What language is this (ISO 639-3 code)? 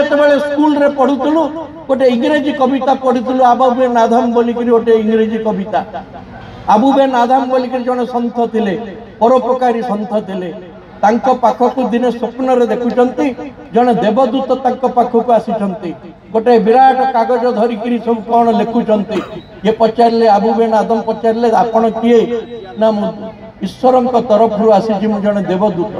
ori